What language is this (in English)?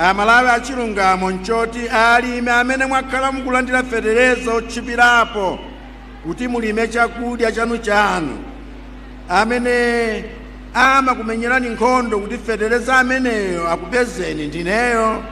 Nyanja